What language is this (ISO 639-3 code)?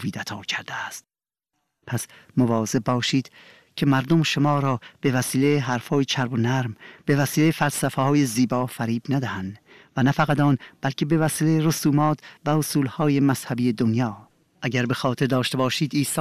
fas